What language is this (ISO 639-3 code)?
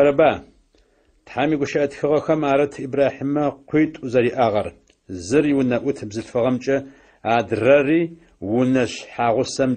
ady